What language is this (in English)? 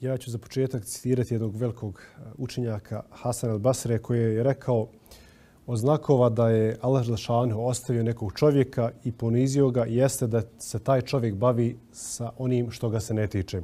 Bosnian